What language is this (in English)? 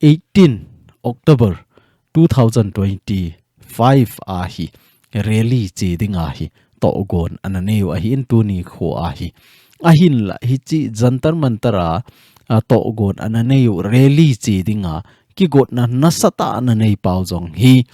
Thado Chin